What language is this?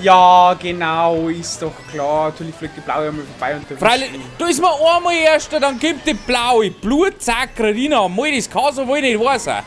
Bavarian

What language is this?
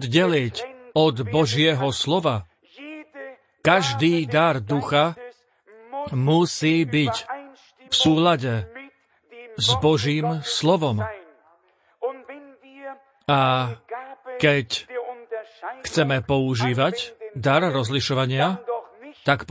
Slovak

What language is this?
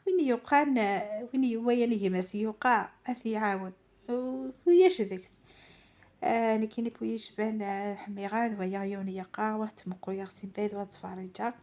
Kabyle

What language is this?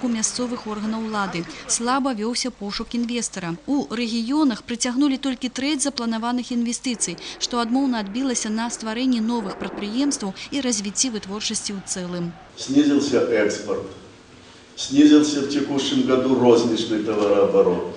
Belarusian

